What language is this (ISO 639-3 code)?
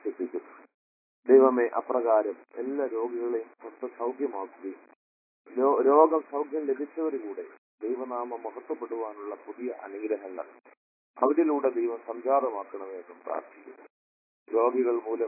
mal